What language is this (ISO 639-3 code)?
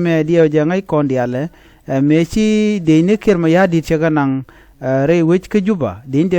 nus